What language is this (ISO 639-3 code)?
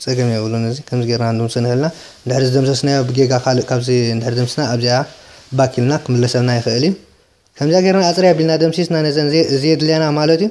tir